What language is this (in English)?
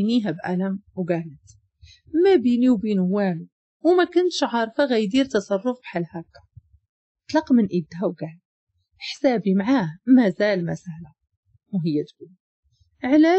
Moroccan Arabic